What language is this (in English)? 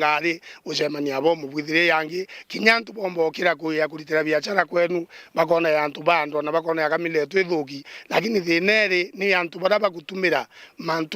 Meru